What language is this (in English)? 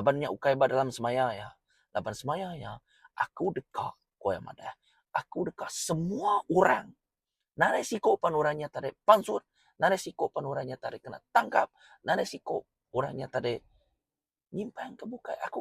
Iban